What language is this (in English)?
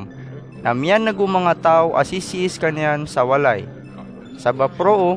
Maranao